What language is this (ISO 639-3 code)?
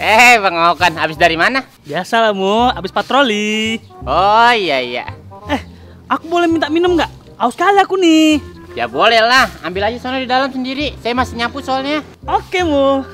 bew